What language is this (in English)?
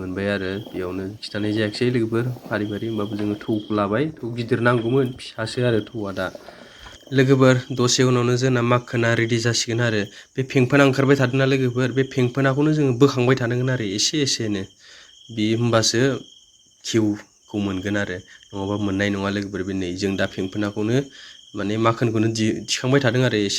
Bodo